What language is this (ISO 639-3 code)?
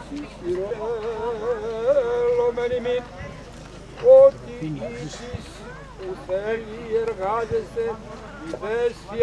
ell